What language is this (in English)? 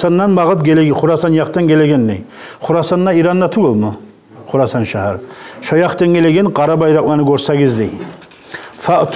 Kumyk